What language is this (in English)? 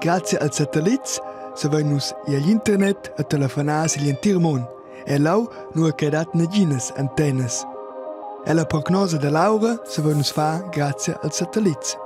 Romansh